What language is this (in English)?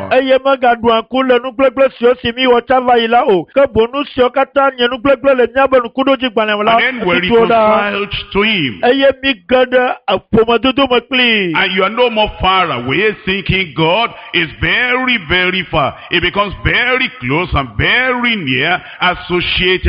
Ewe